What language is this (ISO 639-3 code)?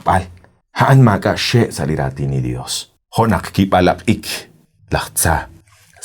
kek